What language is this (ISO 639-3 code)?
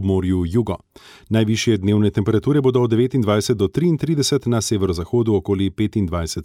slv